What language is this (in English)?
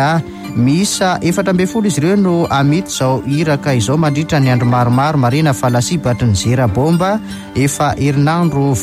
Malagasy